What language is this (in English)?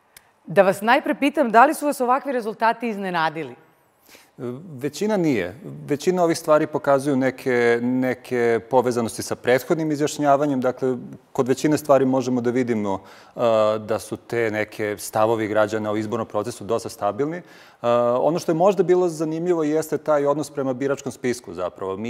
Serbian